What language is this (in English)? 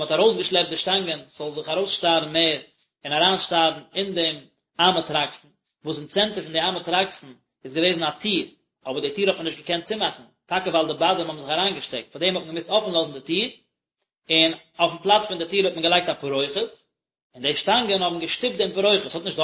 Yiddish